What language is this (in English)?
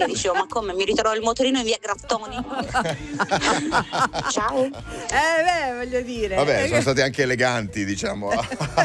Italian